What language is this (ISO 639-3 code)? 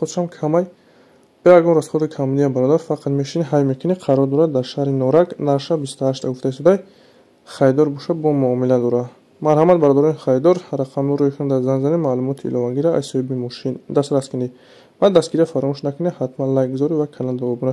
tgk